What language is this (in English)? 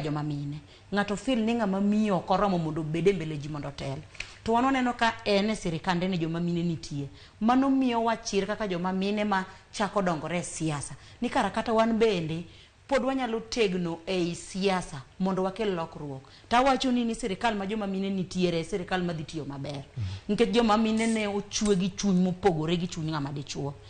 Luo (Kenya and Tanzania)